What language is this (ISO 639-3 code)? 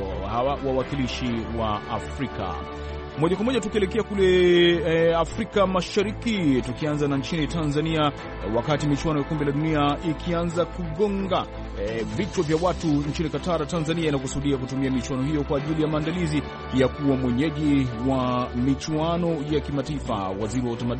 swa